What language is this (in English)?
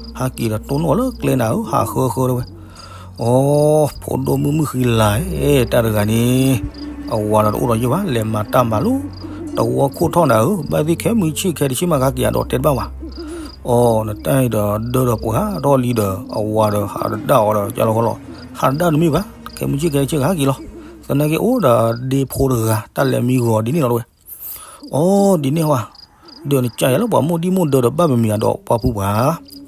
S'gaw Karen